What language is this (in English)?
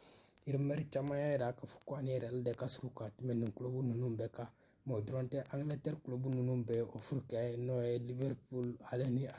Bambara